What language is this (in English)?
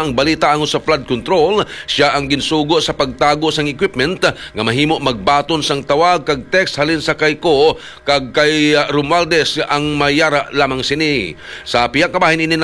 Hiligaynon